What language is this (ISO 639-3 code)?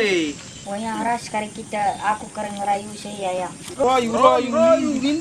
btx